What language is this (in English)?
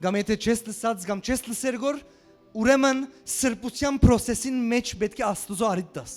Western Armenian